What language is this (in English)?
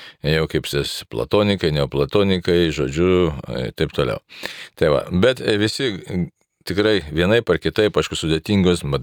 Lithuanian